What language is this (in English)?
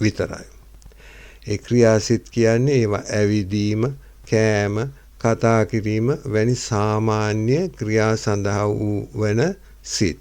Sinhala